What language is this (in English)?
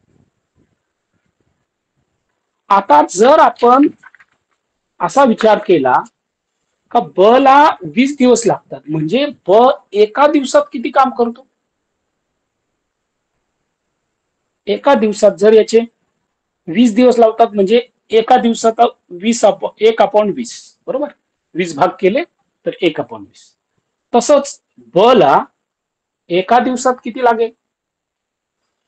Marathi